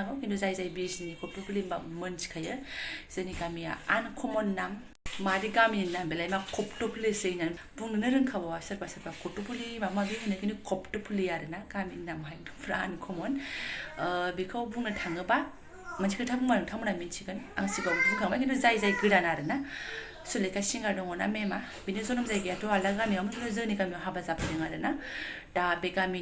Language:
Bodo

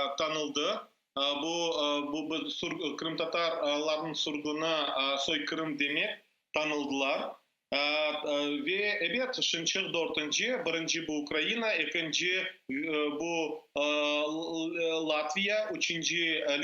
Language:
Crimean Tatar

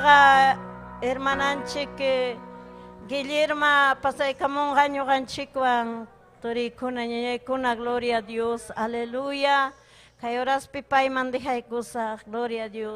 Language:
Ayacucho Quechua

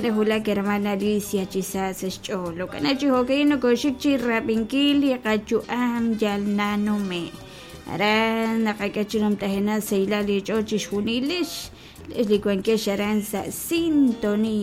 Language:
Kekchí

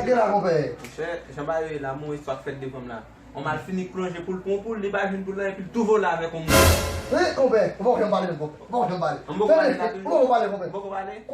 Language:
Haitian Creole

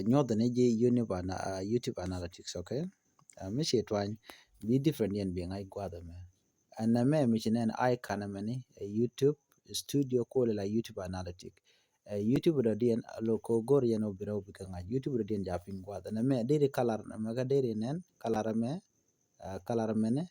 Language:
Nuer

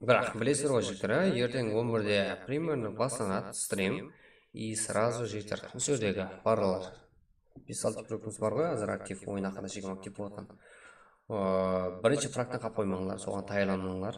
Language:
Kara-Kalpak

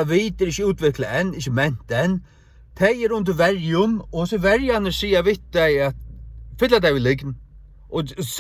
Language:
Faroese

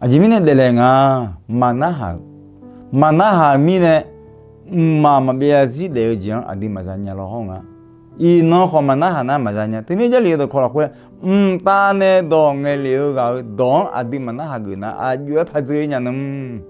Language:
Akha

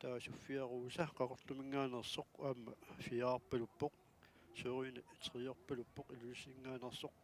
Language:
Kalaallisut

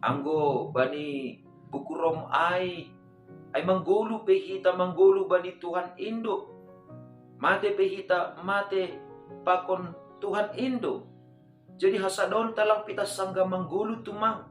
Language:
Batak Simalungun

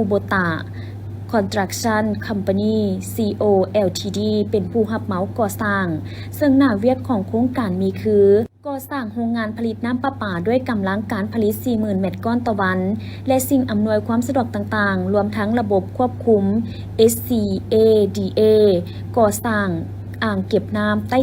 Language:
Lao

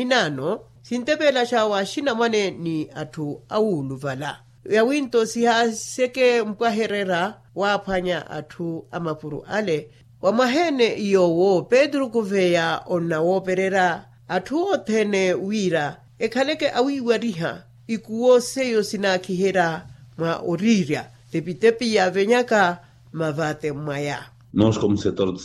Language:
Makhuwa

